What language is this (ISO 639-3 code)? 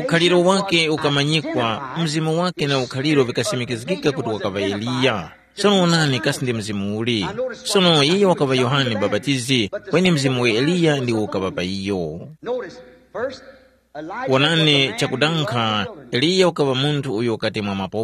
tum